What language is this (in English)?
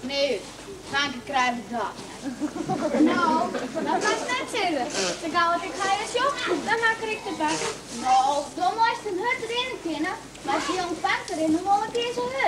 Western Frisian